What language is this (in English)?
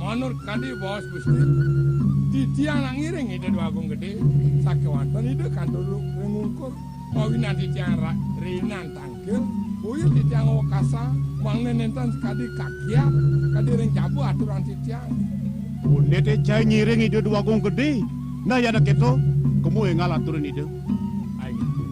Balinese